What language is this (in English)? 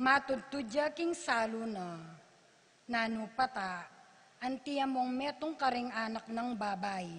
Pampanga